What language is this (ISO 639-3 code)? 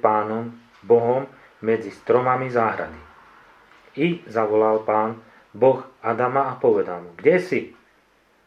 slk